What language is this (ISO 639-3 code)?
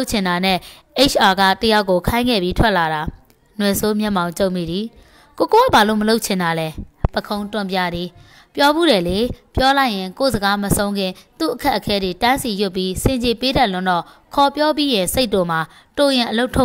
mya